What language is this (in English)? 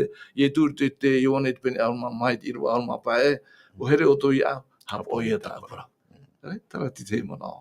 Tahitian